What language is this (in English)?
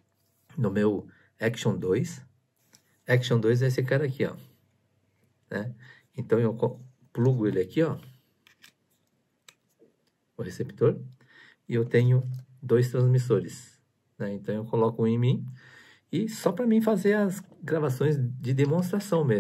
Portuguese